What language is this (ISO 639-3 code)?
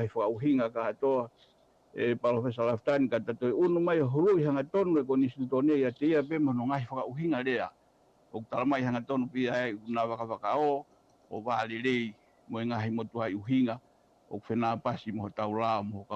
ton